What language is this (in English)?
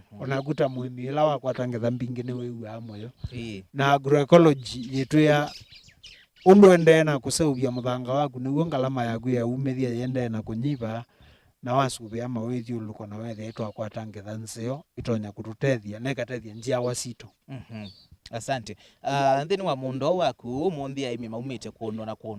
Kamba